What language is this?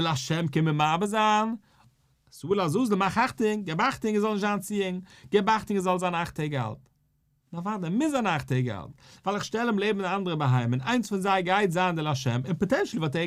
Yiddish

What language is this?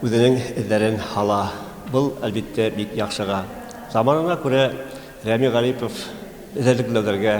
Bashkir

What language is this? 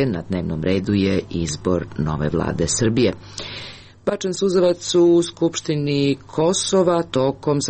Serbian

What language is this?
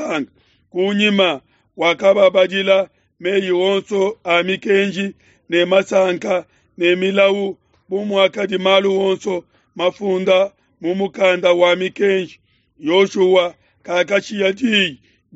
Luba-Lulua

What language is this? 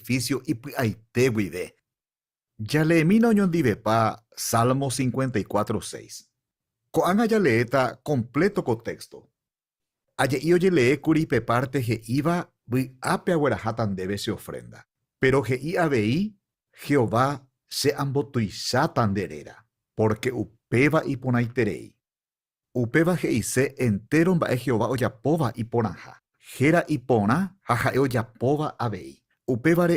Guarani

